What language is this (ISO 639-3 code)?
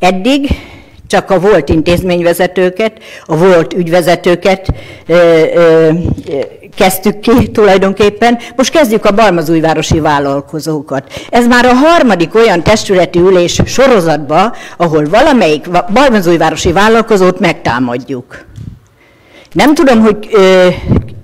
hun